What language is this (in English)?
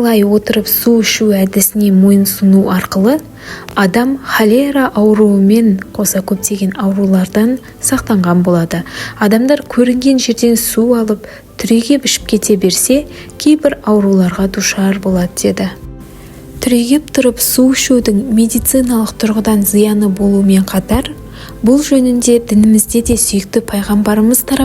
Kazakh